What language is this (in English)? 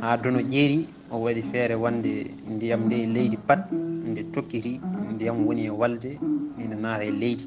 Fula